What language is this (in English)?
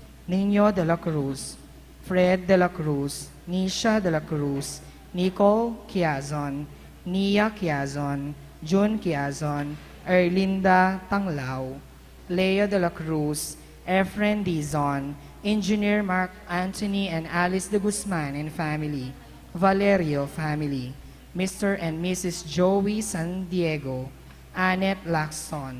Pampanga